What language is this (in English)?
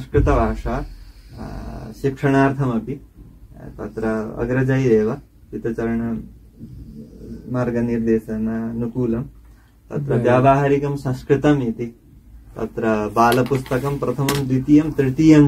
Sanskrit